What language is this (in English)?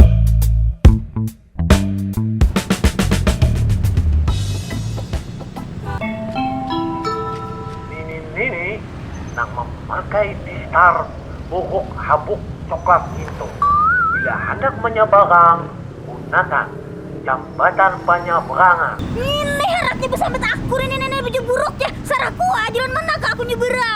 Banjar